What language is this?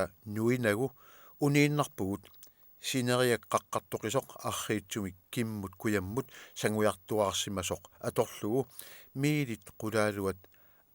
Kalaallisut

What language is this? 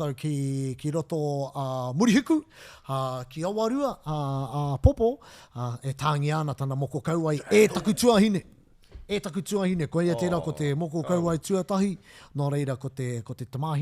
Māori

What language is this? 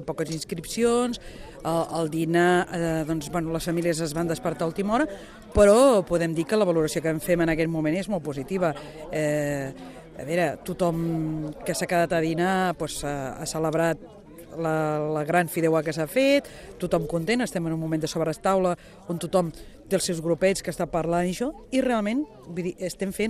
Catalan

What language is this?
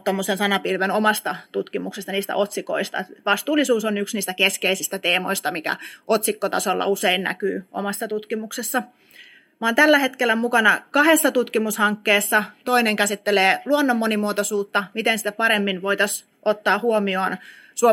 Finnish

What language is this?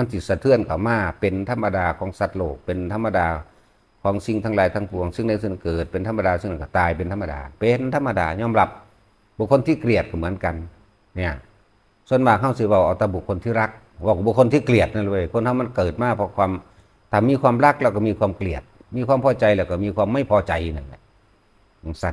Northeastern Thai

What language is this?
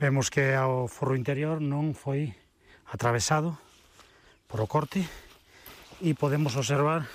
Galician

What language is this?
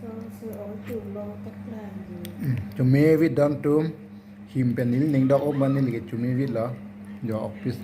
Karbi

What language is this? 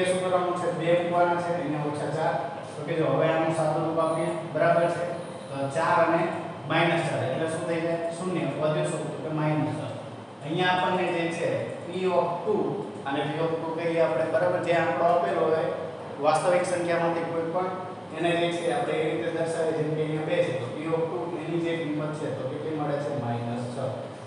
Gujarati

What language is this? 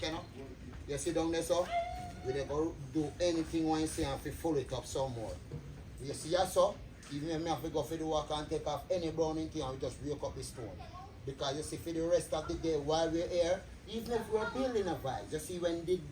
Jamaican Creole English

